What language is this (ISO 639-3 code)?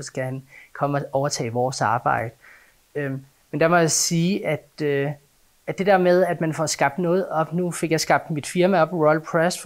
dan